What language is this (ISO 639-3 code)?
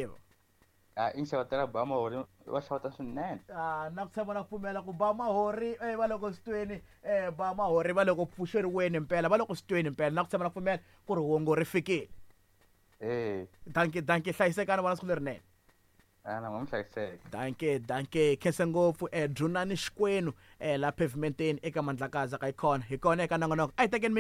tso